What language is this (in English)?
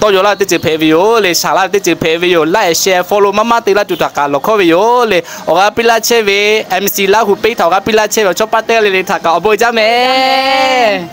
Lahu